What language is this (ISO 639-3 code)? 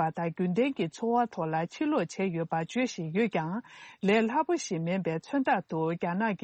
bod